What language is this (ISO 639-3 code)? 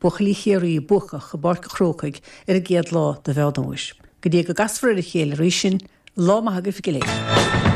gle